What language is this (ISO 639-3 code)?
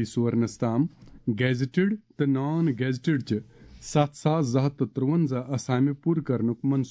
kas